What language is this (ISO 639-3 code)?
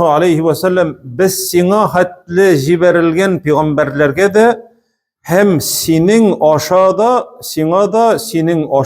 tat